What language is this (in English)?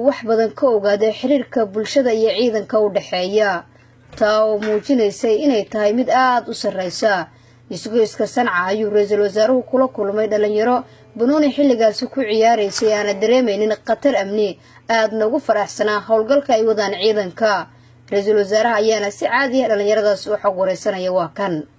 Somali